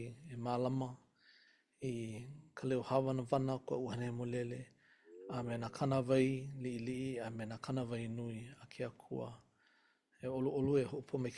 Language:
Hawaiian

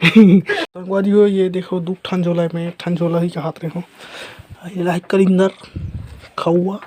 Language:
Chhattisgarhi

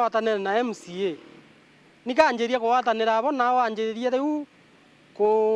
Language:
Meru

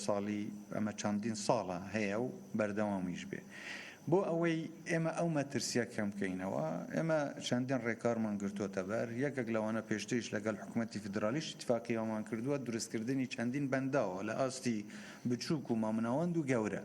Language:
Central Kurdish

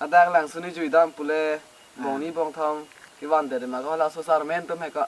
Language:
Karbi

